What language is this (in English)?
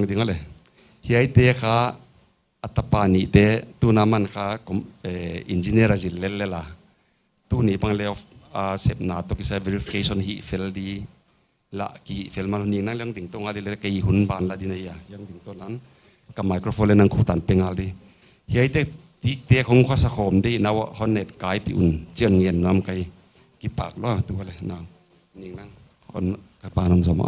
Paite Chin